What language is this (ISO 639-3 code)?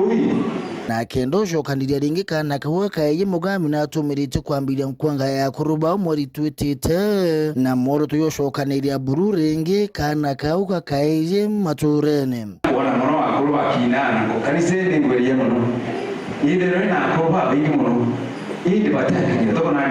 mer